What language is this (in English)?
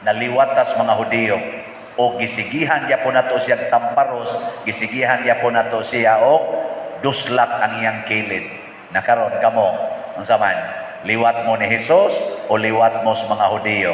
Cebuano